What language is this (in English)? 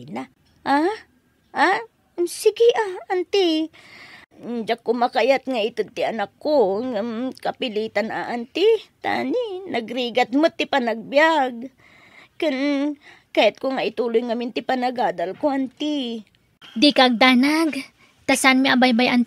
Iloko